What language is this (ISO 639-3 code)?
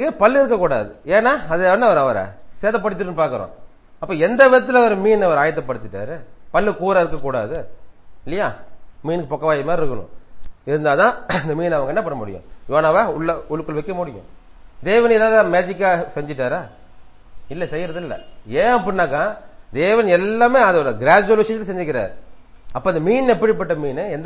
tam